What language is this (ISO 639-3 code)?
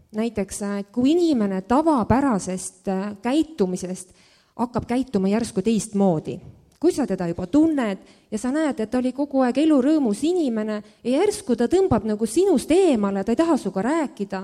est